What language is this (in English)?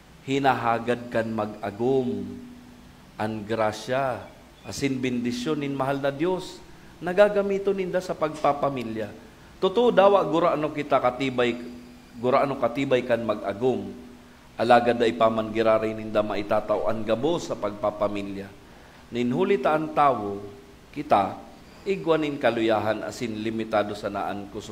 Bikol